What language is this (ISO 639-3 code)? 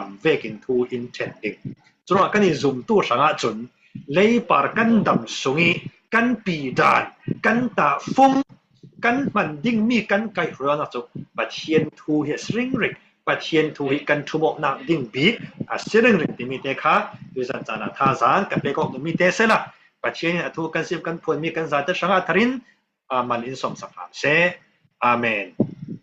cfm